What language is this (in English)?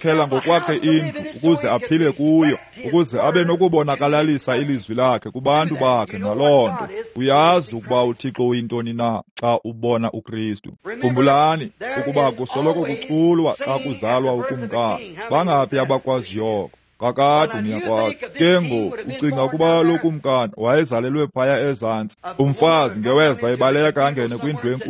Xhosa